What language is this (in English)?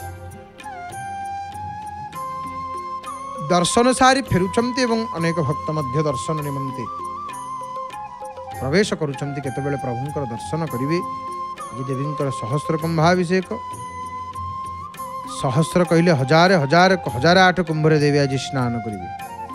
Odia